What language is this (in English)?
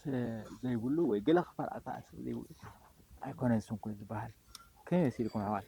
Tigrinya